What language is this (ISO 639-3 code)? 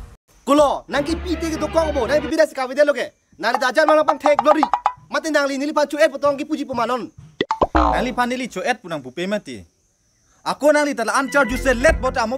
mjw